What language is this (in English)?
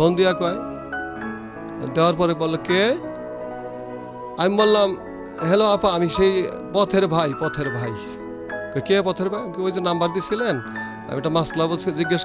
Bangla